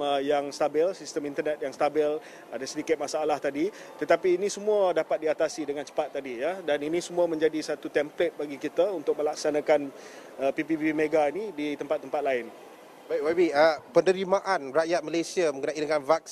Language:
Malay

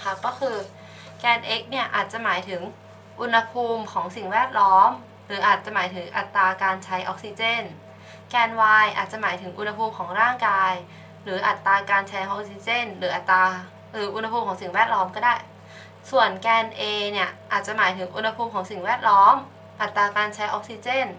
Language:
Thai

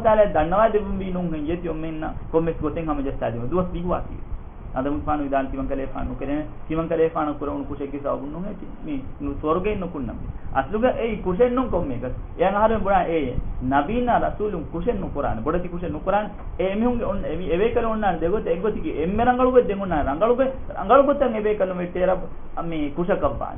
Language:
Divehi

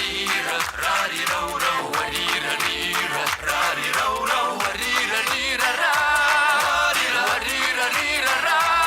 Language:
Kabardian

